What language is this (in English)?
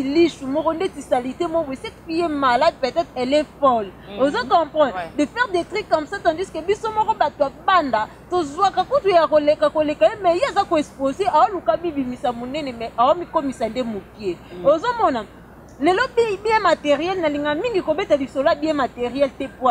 Lingala